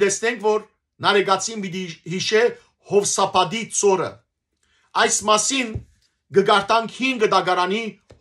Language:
Western Armenian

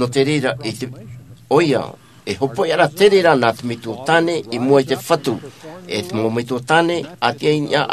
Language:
Tahitian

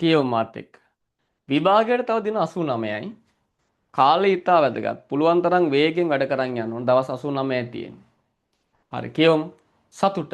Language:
Sinhala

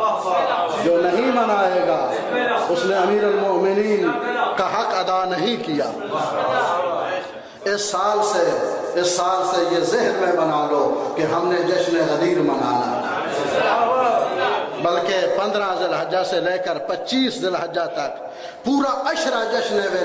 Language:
Urdu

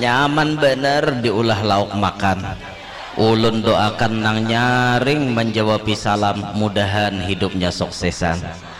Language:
Banjar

